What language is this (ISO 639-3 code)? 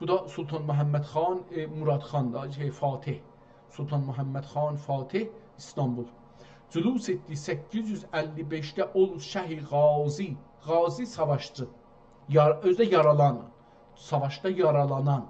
azb